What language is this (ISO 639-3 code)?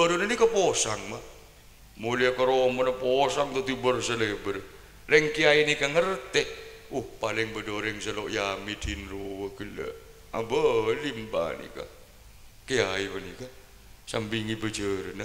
mad